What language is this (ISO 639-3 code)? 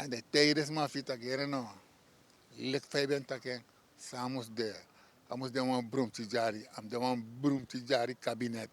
srn